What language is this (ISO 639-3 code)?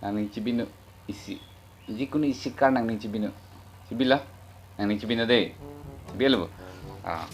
mjw